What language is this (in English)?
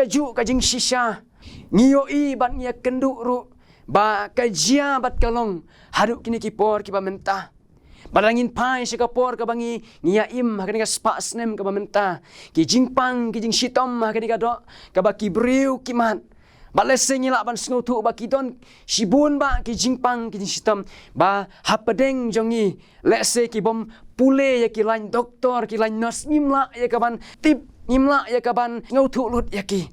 Khasi